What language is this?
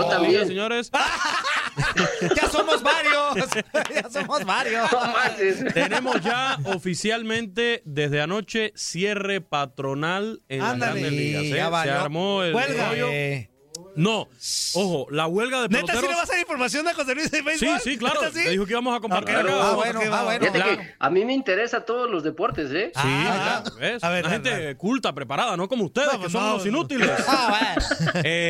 Spanish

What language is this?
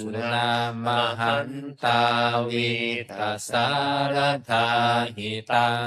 Pali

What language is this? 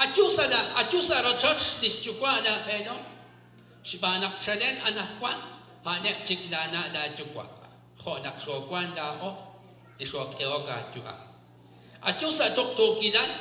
Kekchí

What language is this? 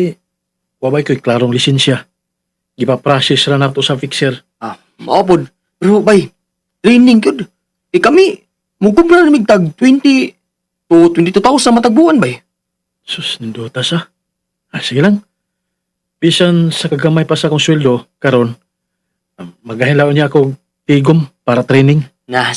Cebuano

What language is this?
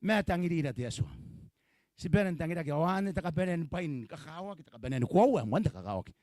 Gilbertese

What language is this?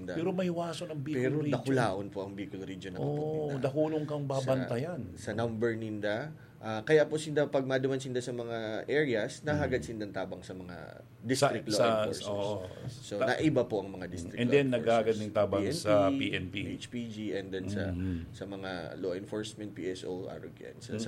Bikol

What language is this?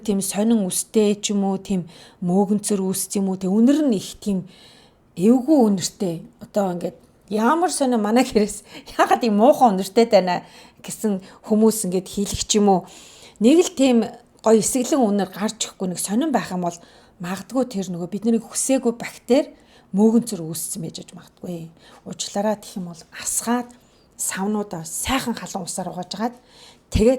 Mongolian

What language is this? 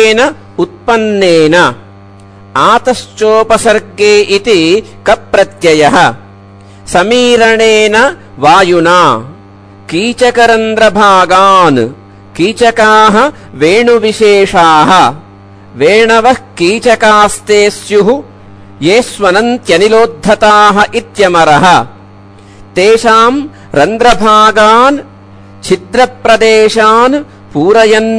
Sanskrit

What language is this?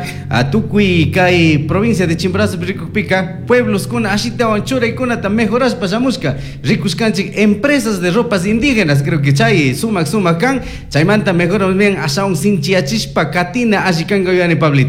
Chimborazo Highland Quichua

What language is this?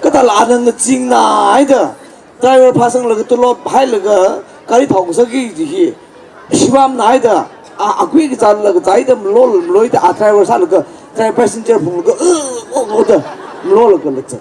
Tangkhul Naga (India)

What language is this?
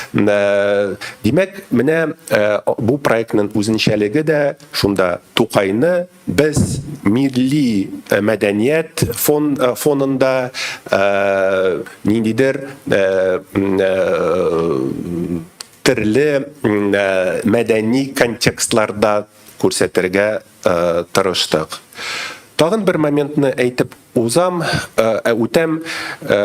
Tatar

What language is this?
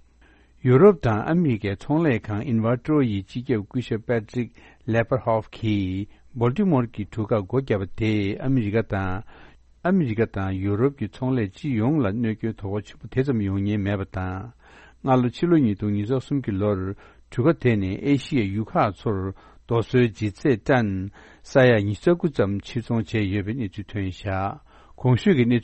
Tibetan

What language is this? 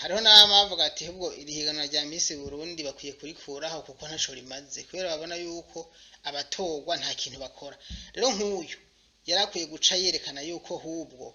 Rundi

